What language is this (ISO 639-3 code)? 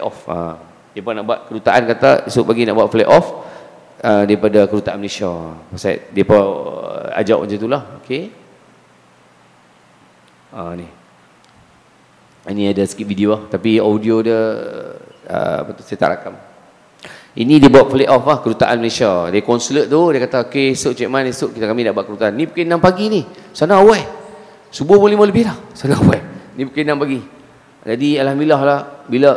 msa